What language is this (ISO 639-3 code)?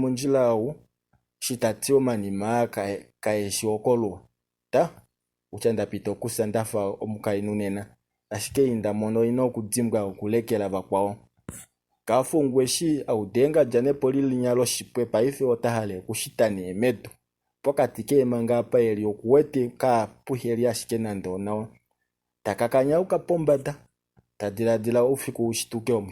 kua